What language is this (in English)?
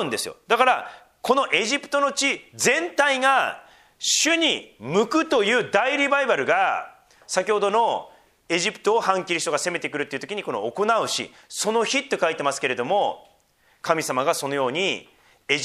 Japanese